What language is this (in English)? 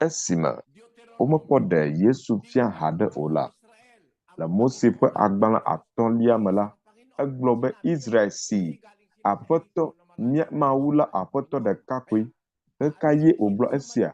Ewe